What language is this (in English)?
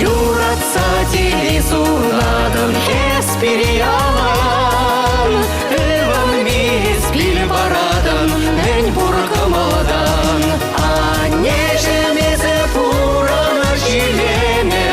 Chuvash